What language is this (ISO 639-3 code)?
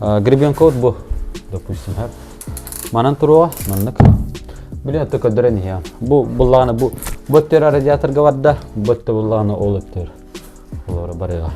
sah